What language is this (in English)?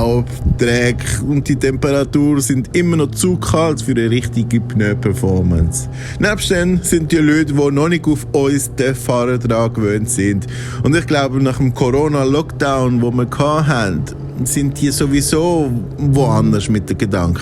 Swiss German